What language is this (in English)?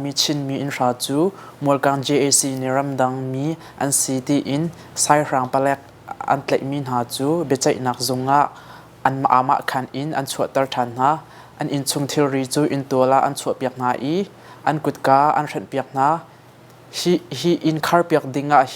Hakha Chin